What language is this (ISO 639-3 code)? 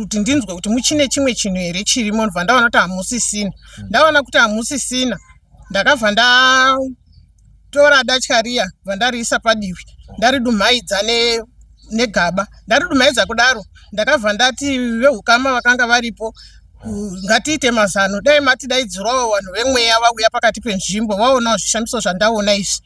sna